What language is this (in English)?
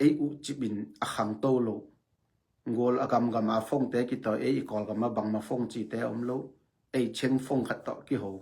Tedim Chin